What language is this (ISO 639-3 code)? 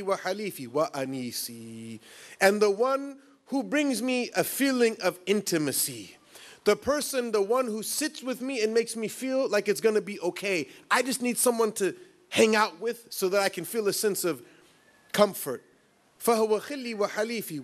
eng